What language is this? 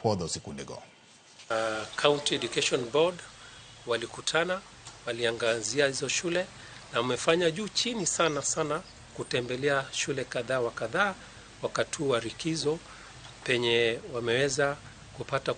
Luo (Kenya and Tanzania)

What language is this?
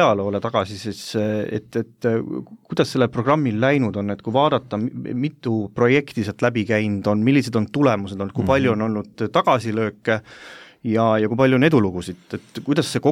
Estonian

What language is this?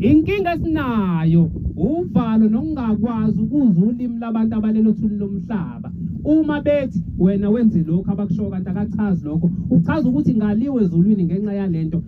Zulu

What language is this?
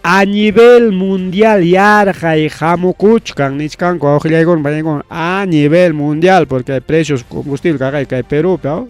Ayacucho Quechua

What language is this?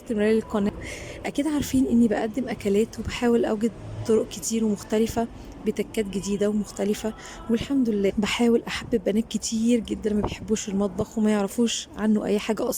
Egyptian Arabic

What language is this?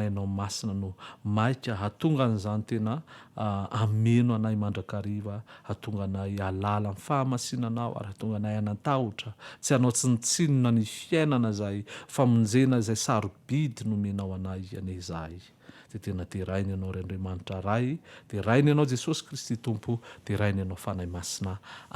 Malagasy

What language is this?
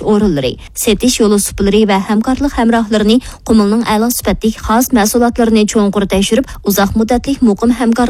Uyghur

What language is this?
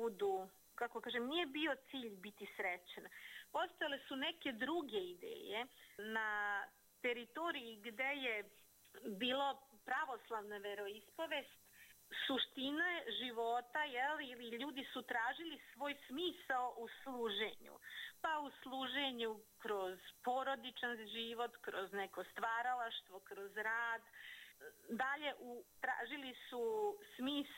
Serbian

